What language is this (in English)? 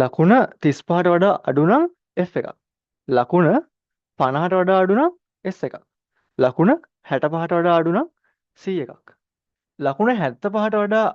Sinhala